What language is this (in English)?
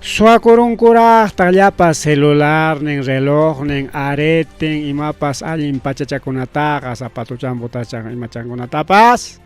Ayacucho Quechua